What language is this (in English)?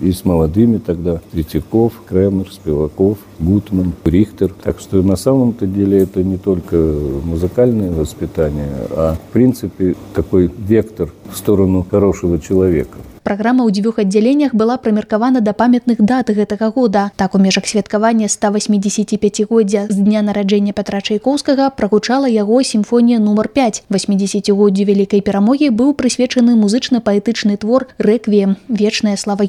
Belarusian